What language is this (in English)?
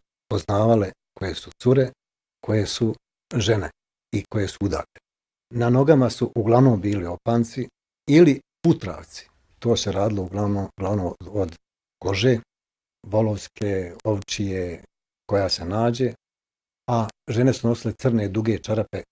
Bosnian